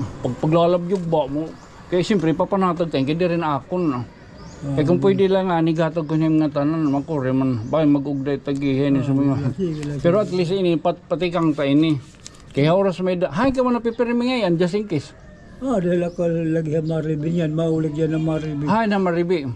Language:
Waray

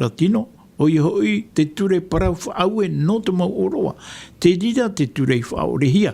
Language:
Tahitian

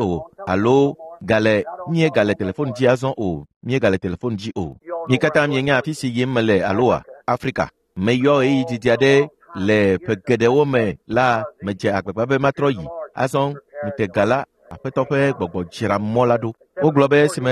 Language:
Ewe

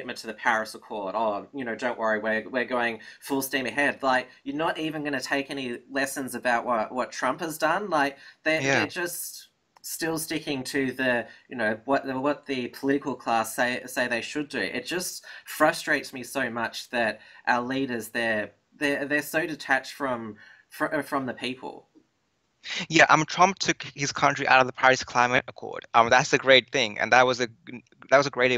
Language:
English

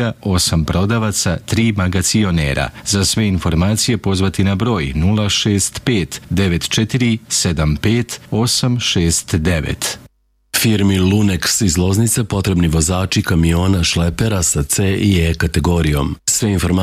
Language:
Serbian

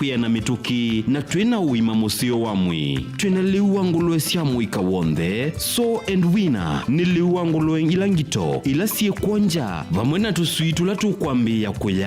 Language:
Kamba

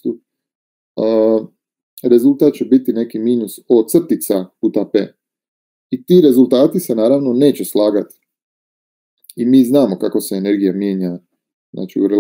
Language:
Croatian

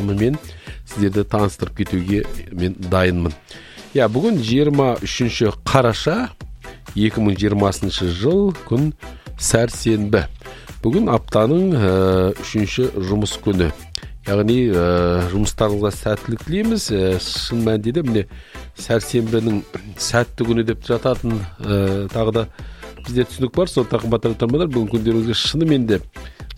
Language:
Kazakh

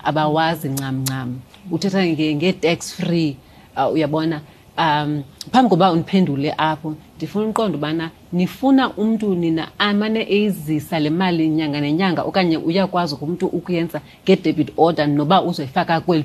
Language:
Xhosa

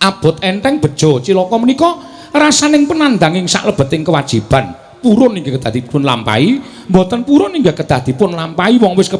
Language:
Javanese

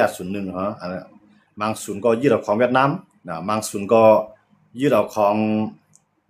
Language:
Shan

